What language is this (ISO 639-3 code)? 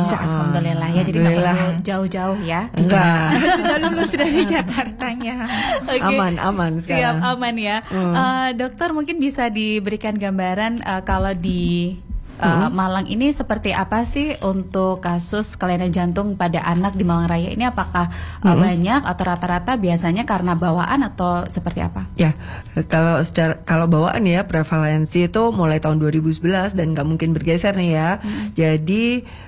ind